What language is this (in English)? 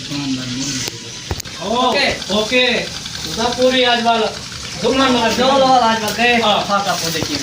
Saraiki